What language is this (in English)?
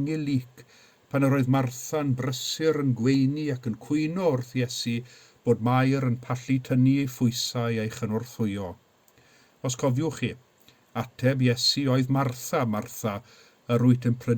Welsh